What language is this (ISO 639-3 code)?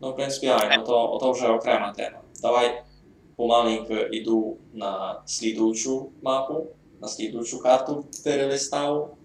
rue